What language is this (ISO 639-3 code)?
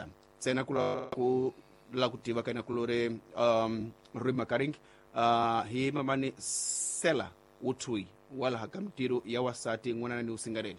tso